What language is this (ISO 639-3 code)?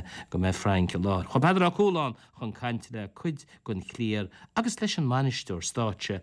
gle